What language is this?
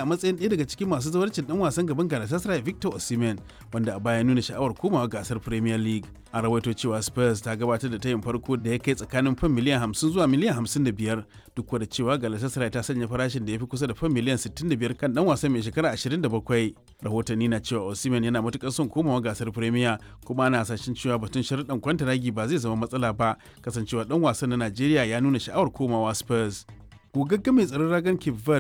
Hausa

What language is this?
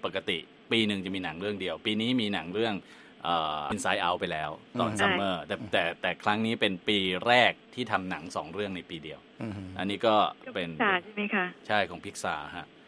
Thai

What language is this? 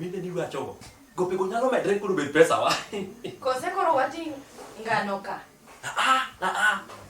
Luo (Kenya and Tanzania)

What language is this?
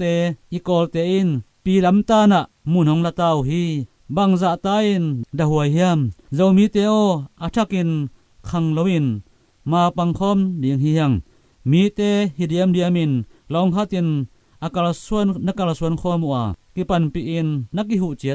Tedim Chin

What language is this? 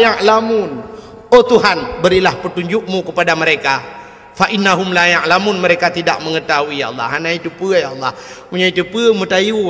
Achinese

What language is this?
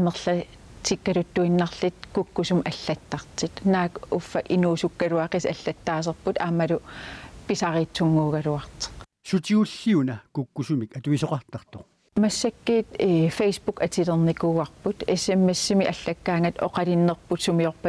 Kalaallisut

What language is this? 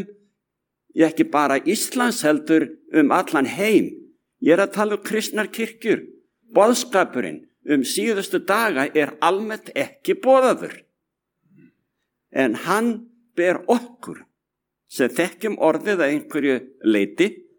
Icelandic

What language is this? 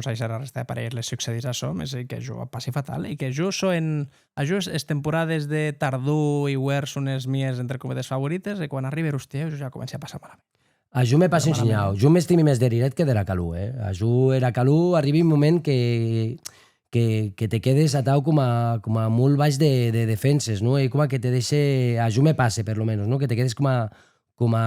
Occitan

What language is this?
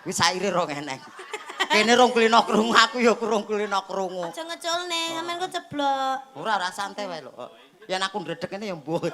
Javanese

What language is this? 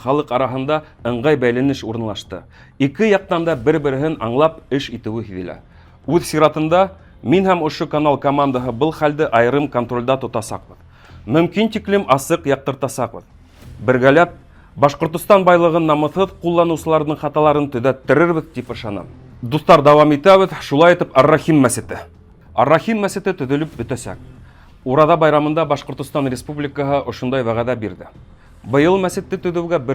Bashkir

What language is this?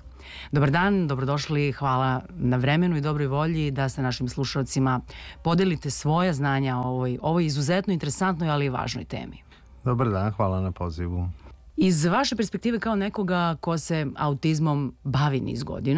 Serbian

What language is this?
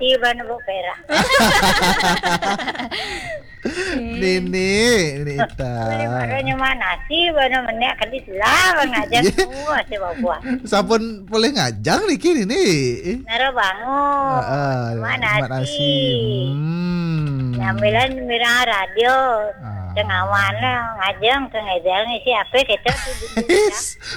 Balinese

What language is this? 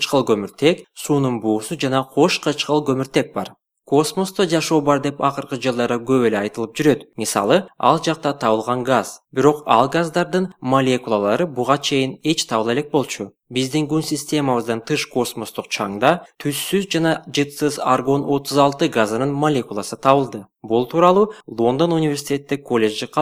Kyrgyz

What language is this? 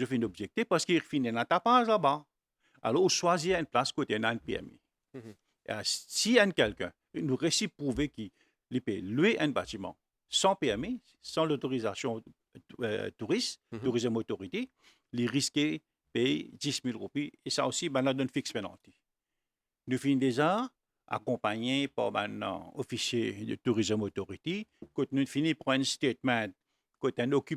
Morisyen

